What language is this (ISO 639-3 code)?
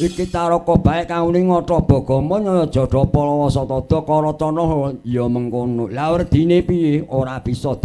jav